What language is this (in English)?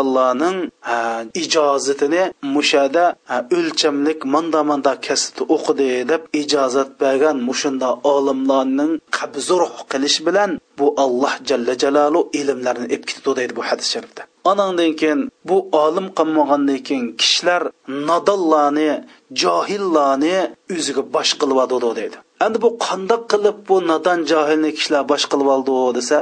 Uyghur